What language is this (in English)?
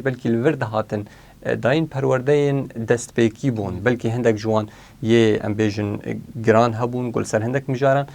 Kurdish